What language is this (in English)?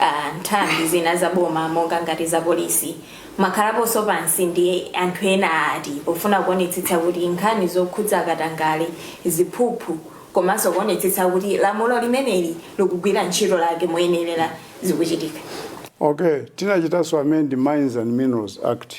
Nyanja